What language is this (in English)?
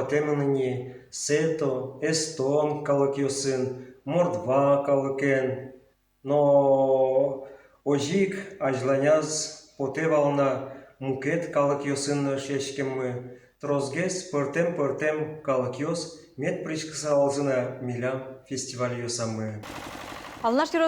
Udmurt